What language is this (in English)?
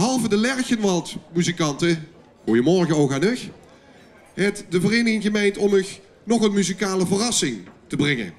Limburgish